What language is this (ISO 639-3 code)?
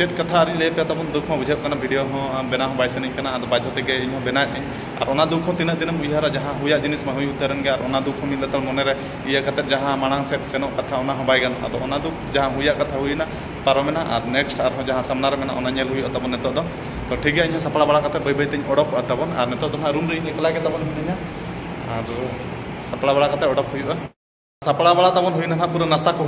sat